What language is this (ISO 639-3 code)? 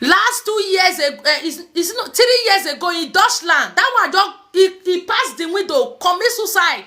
pcm